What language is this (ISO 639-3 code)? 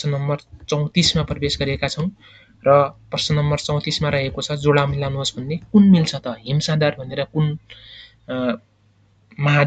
nep